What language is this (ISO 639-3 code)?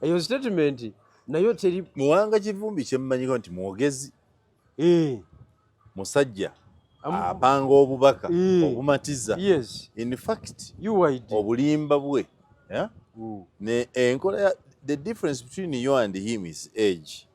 lug